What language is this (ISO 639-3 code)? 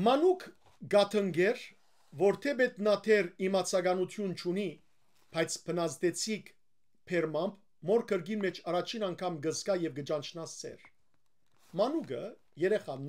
hyw